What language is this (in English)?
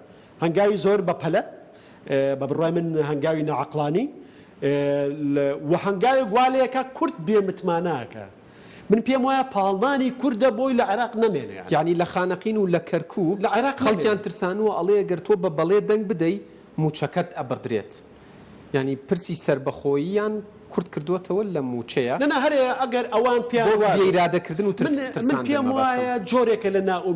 Central Kurdish